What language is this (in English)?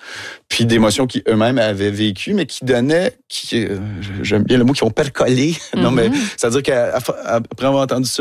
French